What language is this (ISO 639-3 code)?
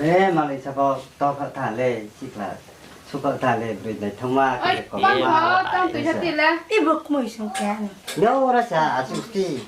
ria